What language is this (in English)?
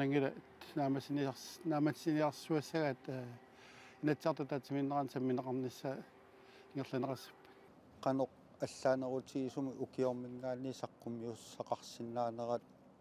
Kalaallisut